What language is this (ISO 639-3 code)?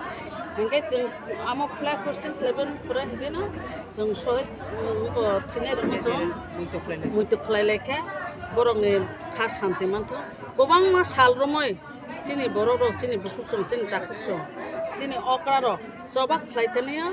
trp